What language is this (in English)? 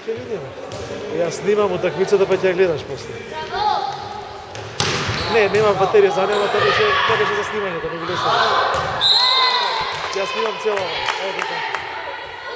Croatian